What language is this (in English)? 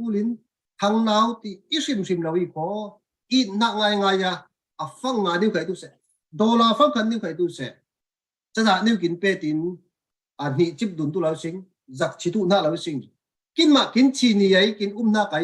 Falam Chin